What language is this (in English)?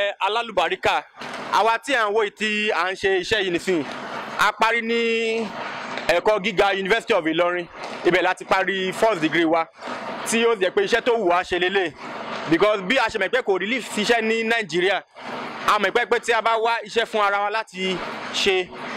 Yoruba